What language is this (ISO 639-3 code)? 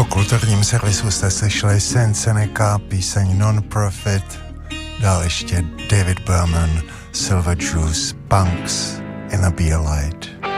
ces